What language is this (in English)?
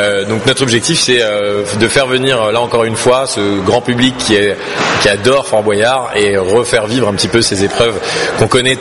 French